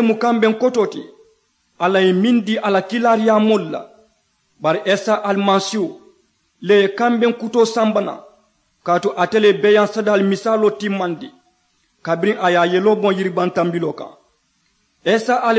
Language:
Mandingo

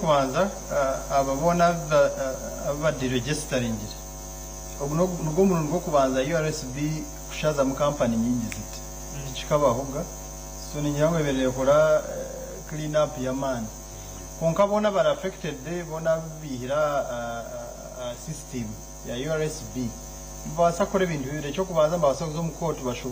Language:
Nyankole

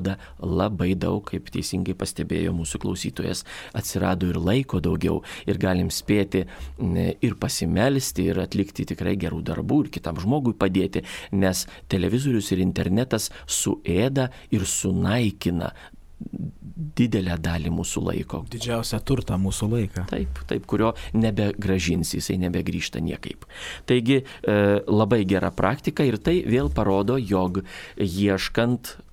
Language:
Lithuanian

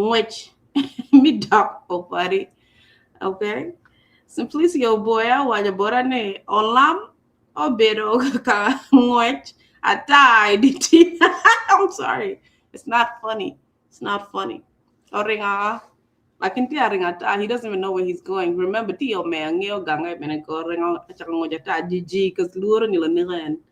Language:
Acoli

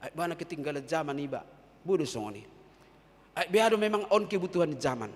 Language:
Batak Toba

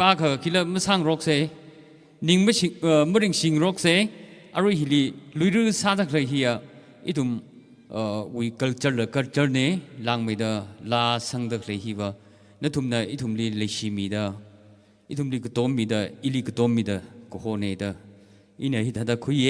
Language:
Tangkhul Naga (India)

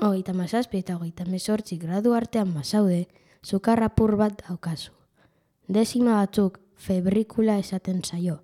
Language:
Basque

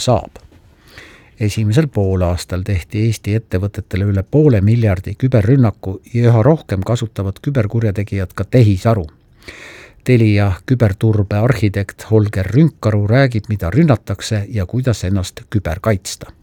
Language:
Estonian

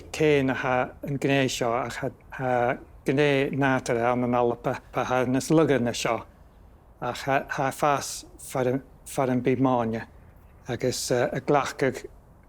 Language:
Scottish Gaelic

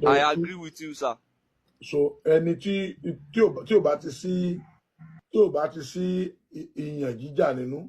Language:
Yoruba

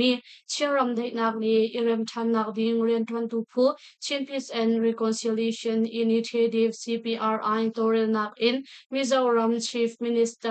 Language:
Hakha Chin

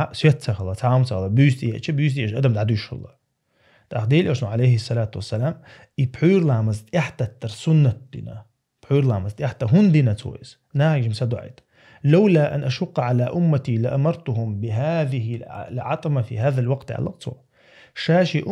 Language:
Chechen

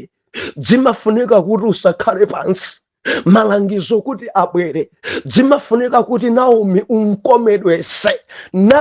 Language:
Nyanja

